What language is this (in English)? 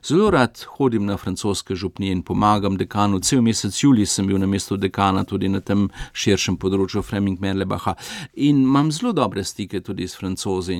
Slovenian